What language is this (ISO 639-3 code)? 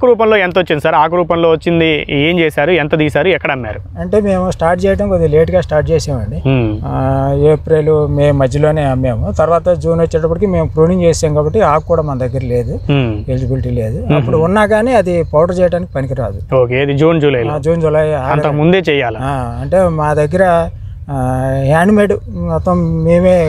tel